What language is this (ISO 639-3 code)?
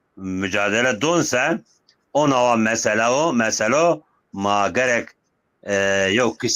zza